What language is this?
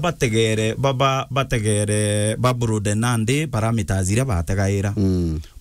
Meru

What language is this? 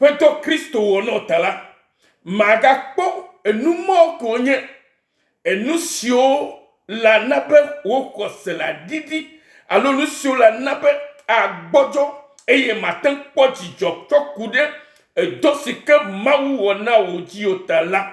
Ewe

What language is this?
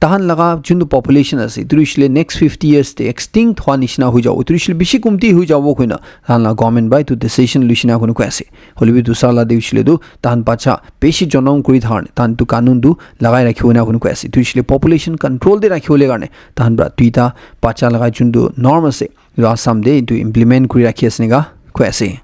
Naga Pidgin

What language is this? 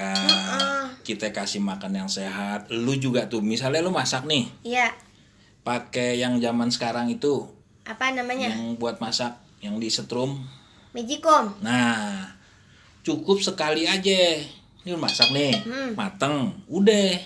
Betawi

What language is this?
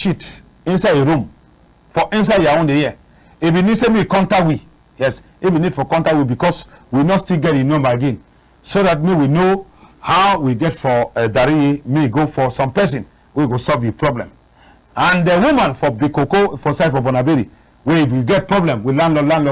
Cameroon Pidgin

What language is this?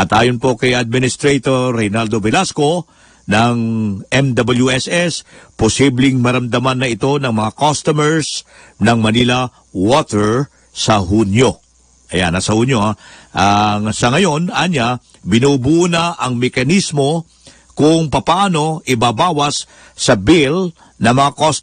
Filipino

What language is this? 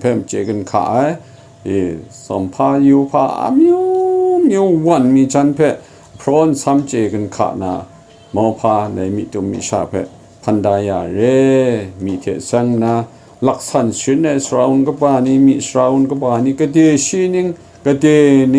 Kachin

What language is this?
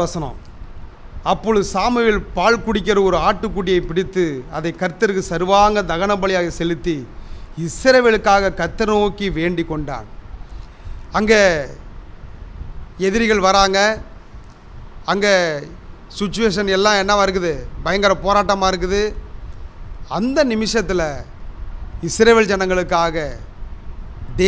Tamil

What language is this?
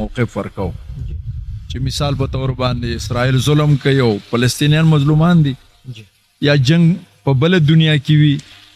Pashto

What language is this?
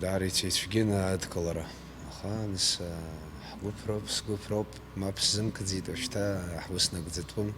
Abkhazian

